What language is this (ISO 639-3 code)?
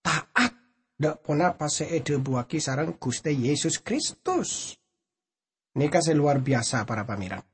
mad